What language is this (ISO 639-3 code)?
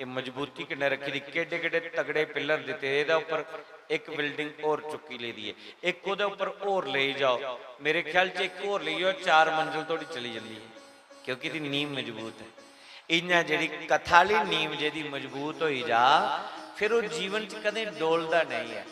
doi